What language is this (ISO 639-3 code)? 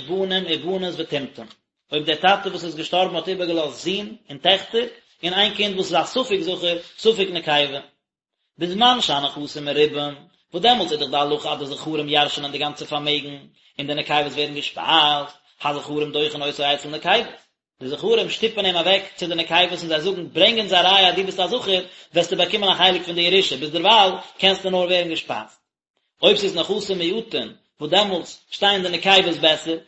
yid